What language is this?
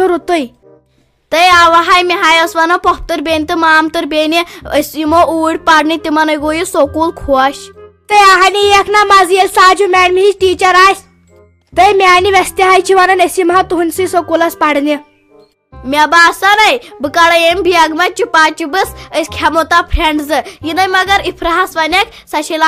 Kashmiri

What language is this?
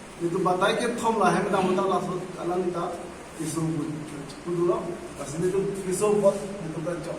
Karbi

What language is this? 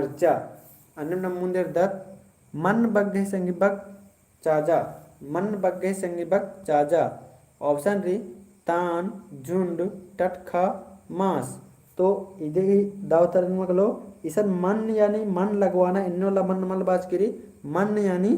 Kurukh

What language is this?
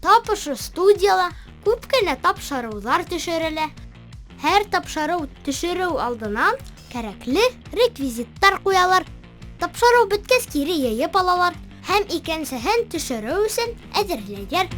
Bashkir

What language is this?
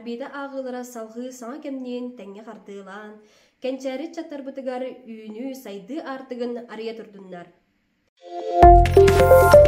Yakut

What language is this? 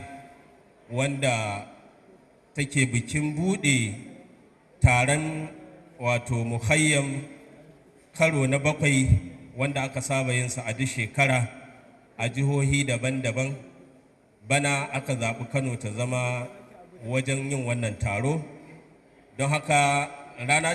Hausa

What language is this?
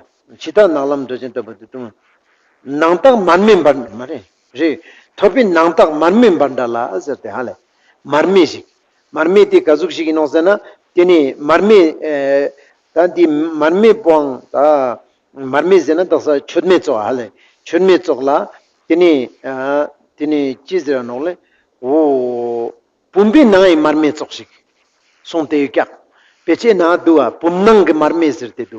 Ladakhi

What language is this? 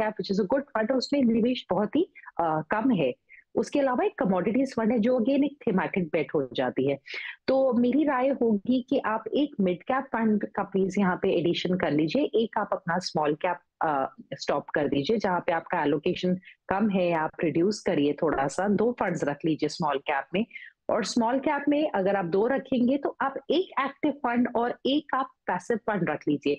Hindi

